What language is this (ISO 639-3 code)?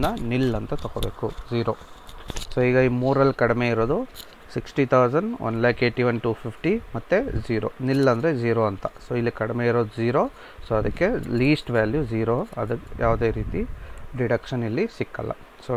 kan